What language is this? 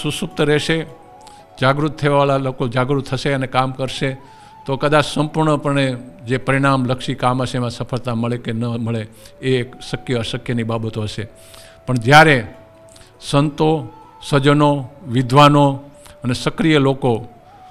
Gujarati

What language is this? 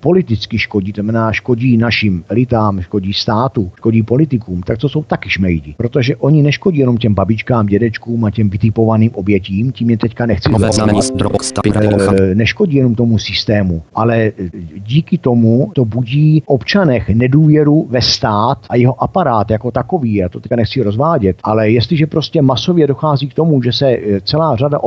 Czech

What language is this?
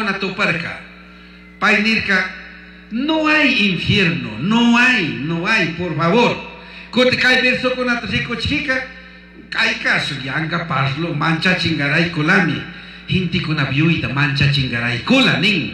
Chimborazo Highland Quichua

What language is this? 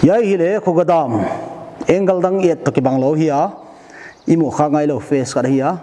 Paite Chin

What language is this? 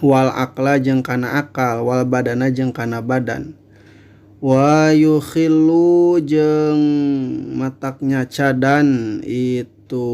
Sundanese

